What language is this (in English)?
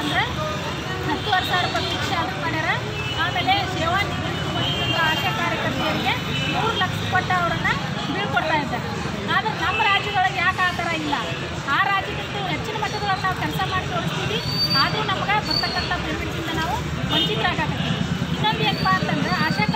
Kannada